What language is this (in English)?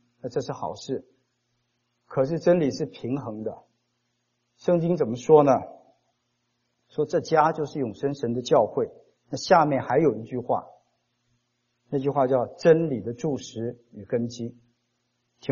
Chinese